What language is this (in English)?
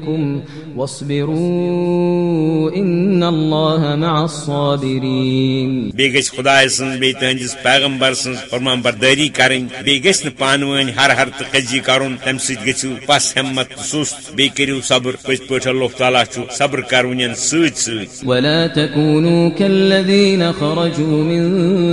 Kashmiri